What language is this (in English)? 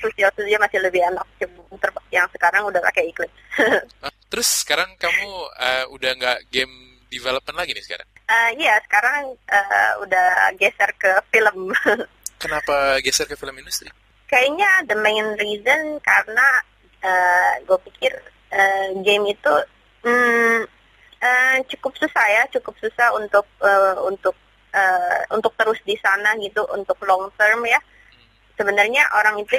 Indonesian